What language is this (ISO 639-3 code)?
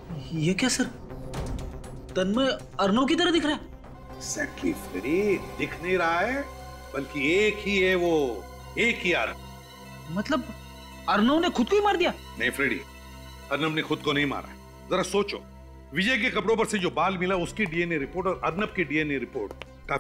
hin